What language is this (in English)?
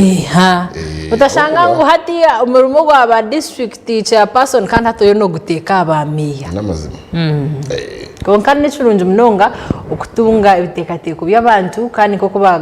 Nyankole